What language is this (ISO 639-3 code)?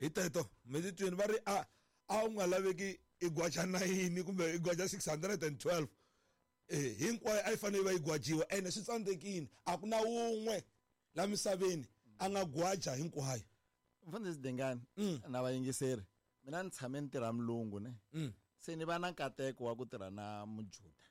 tso